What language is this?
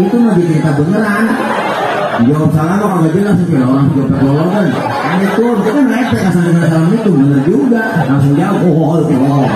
Betawi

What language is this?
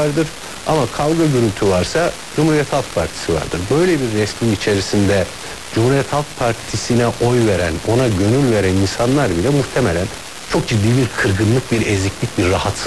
Turkish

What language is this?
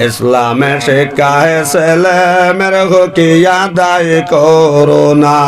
Sylheti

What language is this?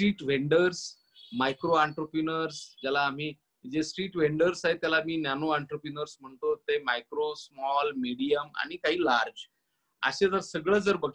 Marathi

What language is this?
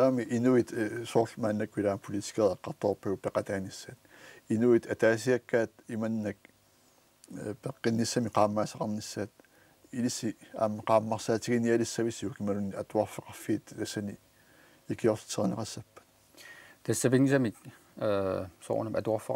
Kalaallisut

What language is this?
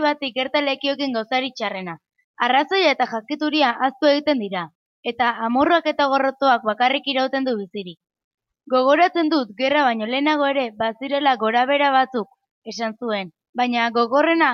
Basque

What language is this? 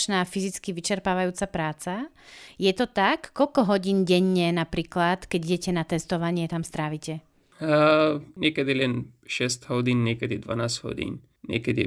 Slovak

